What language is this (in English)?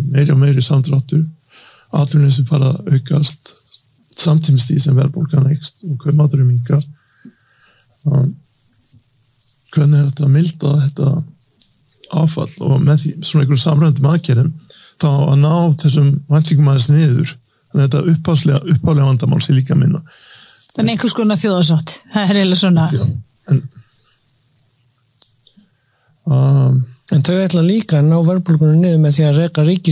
Icelandic